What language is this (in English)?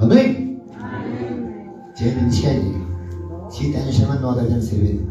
Quechua